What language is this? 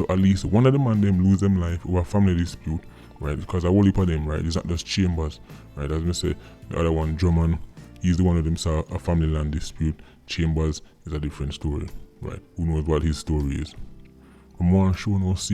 Jamaican Creole English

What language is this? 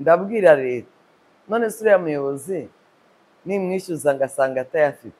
Kinyarwanda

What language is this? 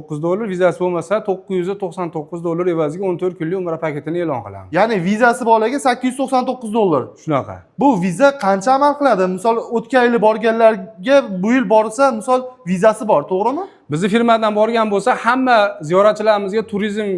Uzbek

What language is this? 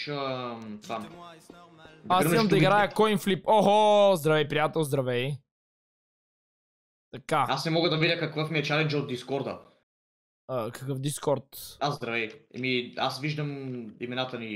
Bulgarian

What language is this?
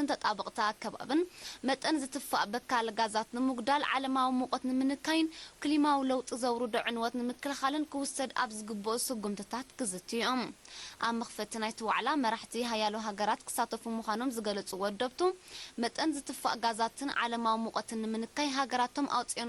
Tigrinya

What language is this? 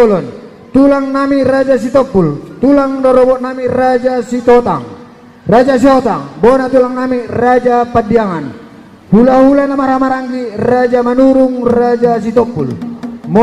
Batak Toba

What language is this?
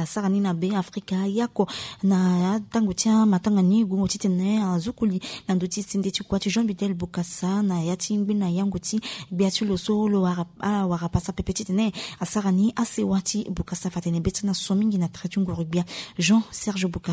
Sango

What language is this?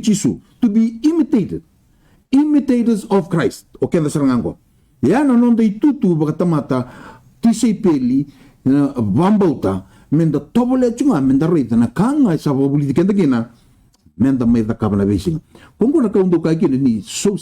Fijian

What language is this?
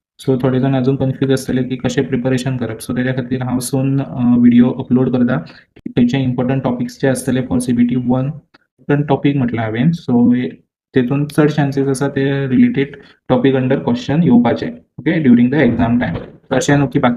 Konkani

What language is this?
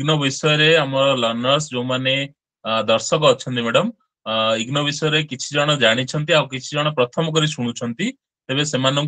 Odia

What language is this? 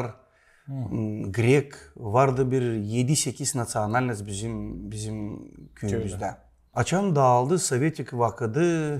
Gagauz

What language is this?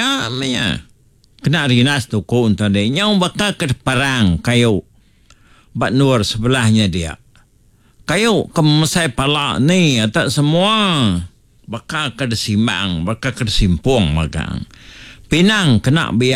Iban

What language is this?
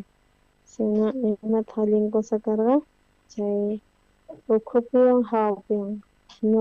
South Bolivian Quechua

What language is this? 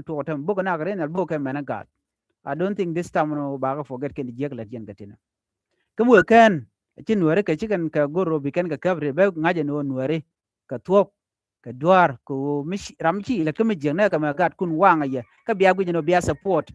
Nuer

